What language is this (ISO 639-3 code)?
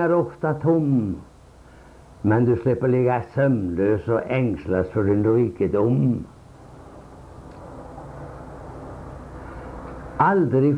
swe